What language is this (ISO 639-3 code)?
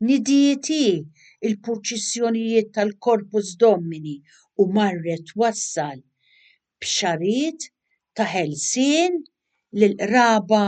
mlt